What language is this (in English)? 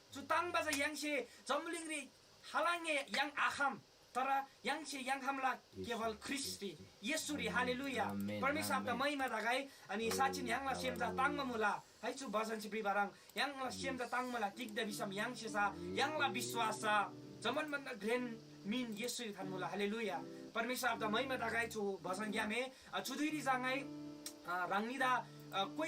Eastern Tamang